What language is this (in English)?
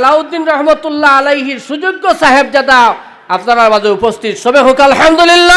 Sylheti